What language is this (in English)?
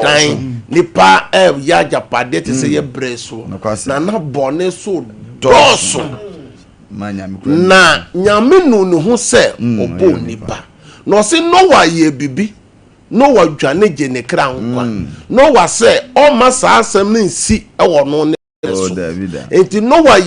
Akan